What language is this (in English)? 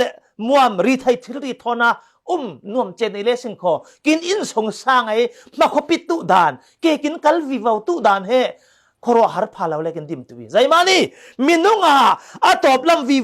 Falam Chin